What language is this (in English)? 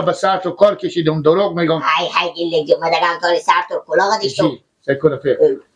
Persian